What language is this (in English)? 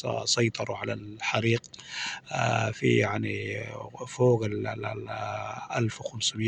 Sudanese Arabic